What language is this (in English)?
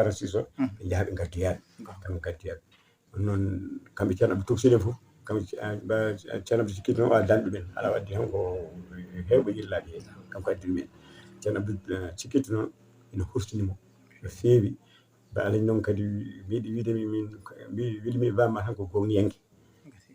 Fula